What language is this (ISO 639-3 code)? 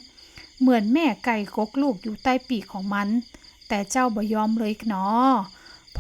nod